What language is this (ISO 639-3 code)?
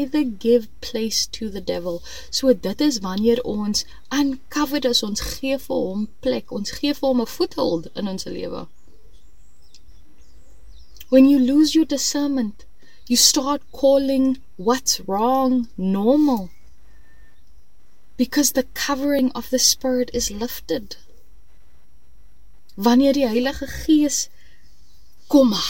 afr